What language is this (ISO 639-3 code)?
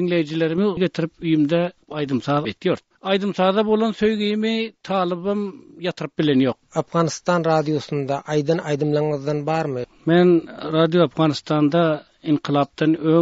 tuk